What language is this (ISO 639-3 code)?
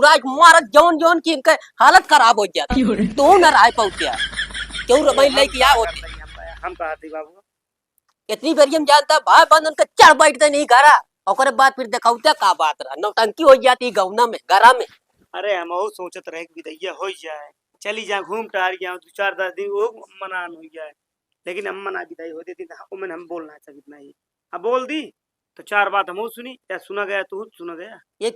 awa